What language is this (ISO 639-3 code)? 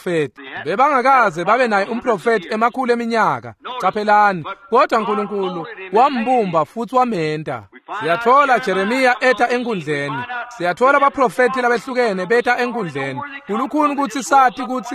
ssw